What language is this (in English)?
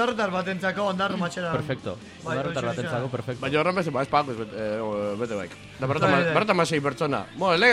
Basque